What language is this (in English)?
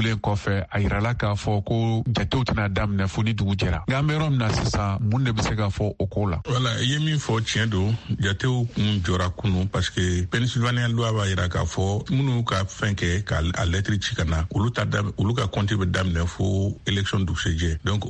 Bambara